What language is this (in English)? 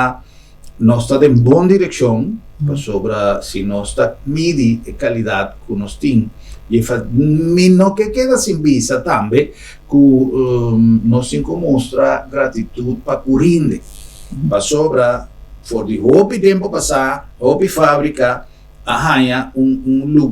Papiamento